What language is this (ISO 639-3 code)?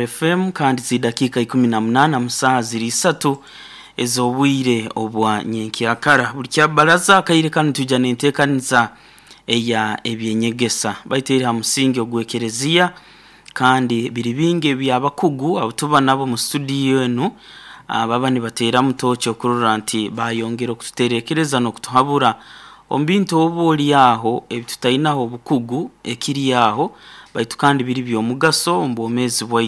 nyo